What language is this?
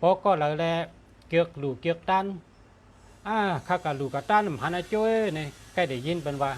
Shan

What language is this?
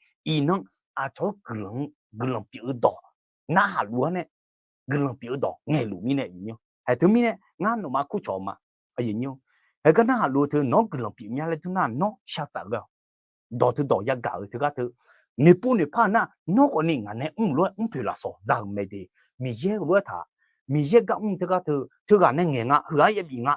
Akha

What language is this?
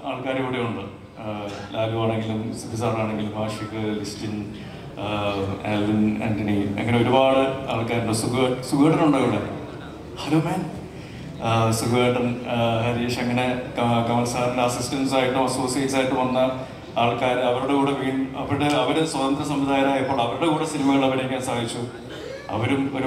Malayalam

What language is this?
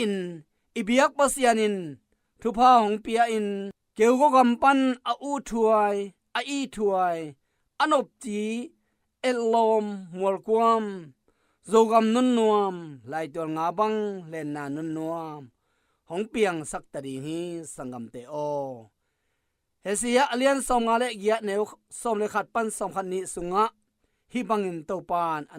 Tedim Chin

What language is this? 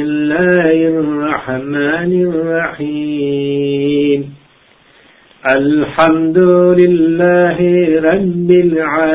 Gujarati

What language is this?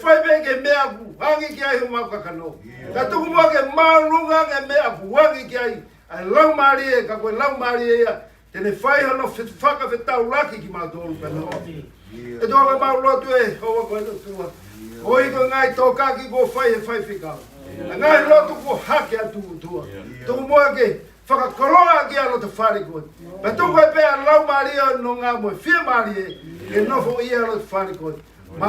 Tongan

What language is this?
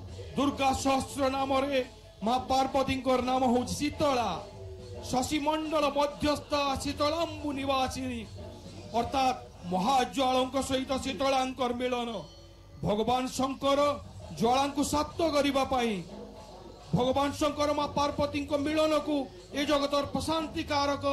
Odia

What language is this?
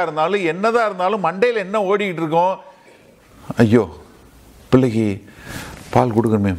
Tamil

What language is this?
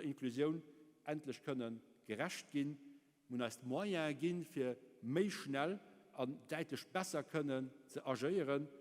Luxembourgish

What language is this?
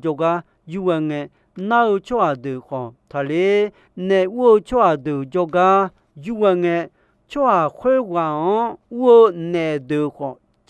Akha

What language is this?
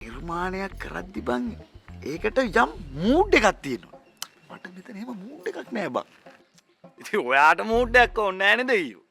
Sinhala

